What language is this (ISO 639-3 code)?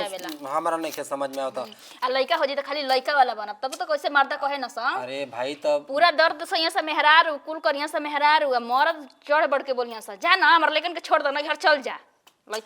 bho